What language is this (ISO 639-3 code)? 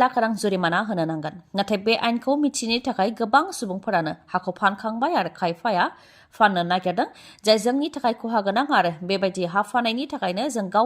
brx